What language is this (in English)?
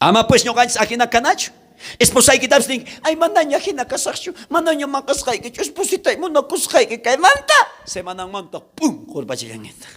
South Bolivian Quechua